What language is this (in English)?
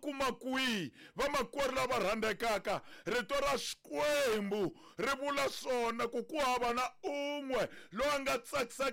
Tsonga